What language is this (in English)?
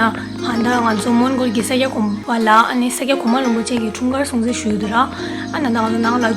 Tibetan